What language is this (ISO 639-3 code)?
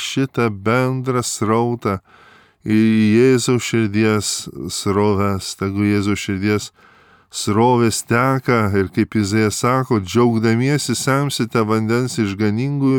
lit